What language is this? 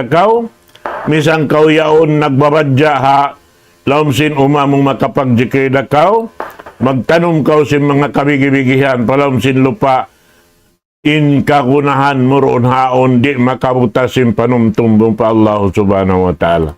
Tausug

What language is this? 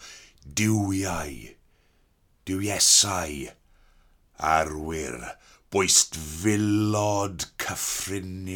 Welsh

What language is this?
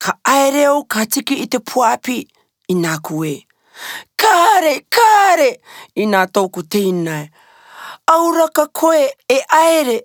Rarotongan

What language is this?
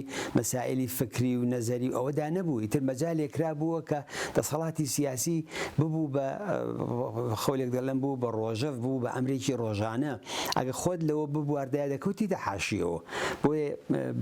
Central Kurdish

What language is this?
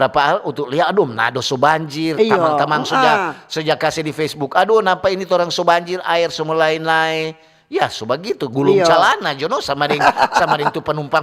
Manado Malay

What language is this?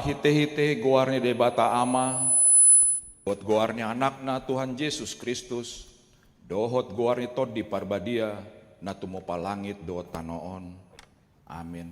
Batak Toba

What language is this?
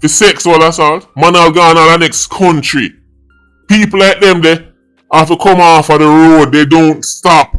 Jamaican Creole English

